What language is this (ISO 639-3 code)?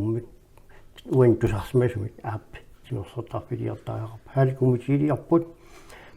kal